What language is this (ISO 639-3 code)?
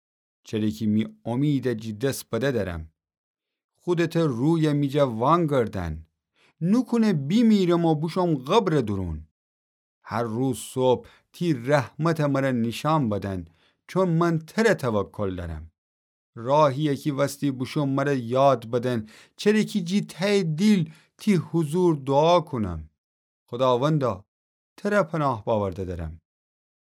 glk